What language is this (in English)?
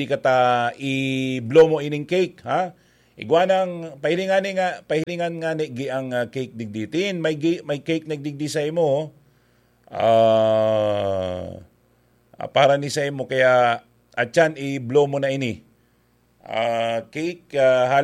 Bikol